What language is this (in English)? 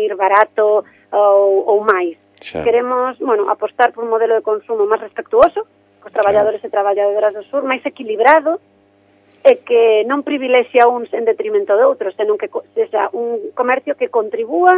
Galician